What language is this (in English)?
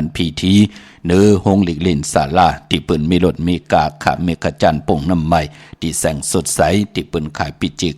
Shan